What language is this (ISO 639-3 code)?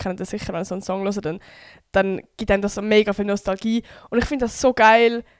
gsw